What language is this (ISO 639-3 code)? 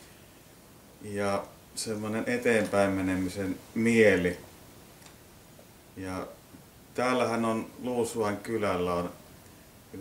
fin